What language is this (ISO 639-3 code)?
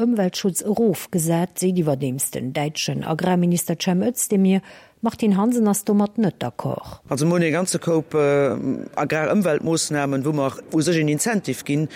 ltz